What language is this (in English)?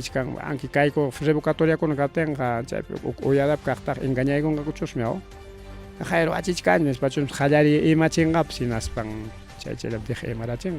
Ayacucho Quechua